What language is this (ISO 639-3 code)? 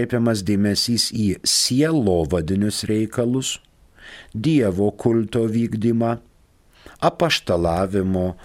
lit